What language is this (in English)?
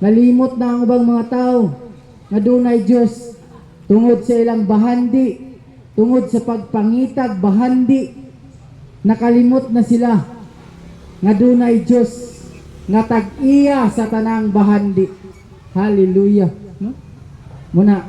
Cebuano